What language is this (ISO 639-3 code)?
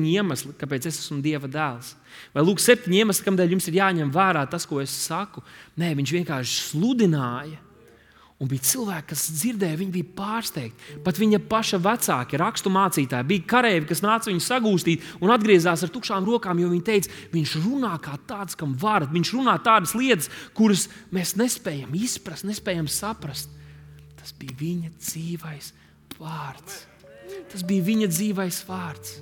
lav